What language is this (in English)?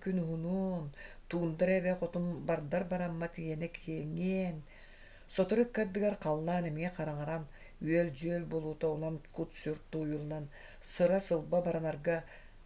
Yakut